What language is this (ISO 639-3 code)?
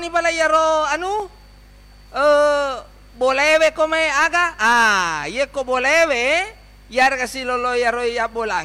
bug